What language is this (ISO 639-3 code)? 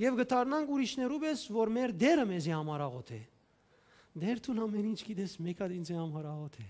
hyw